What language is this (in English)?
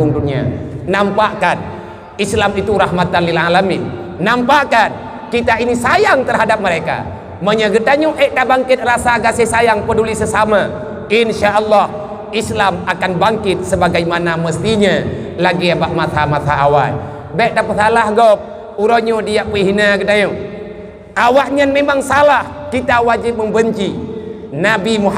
Achinese